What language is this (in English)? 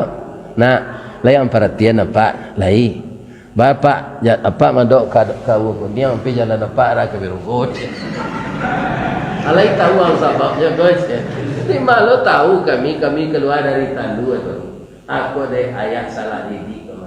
Minangkabau